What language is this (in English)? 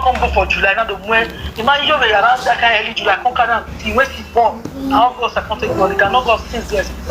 Nigerian Pidgin